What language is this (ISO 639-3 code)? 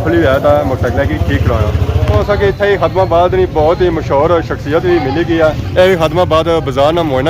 phr